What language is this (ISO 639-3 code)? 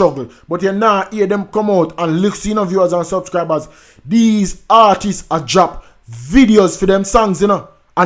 jam